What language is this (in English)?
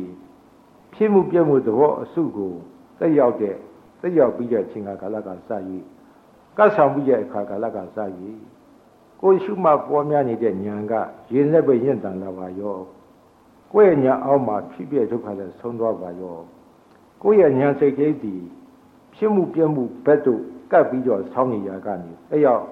Burmese